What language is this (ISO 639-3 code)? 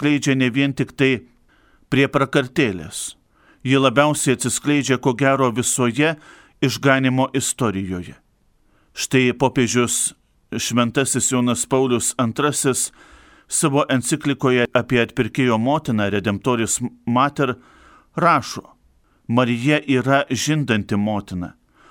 lit